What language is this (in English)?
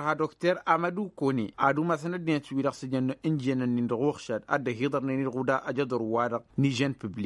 Tamasheq